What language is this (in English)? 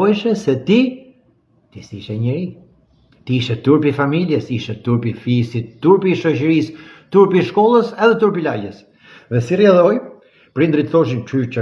Albanian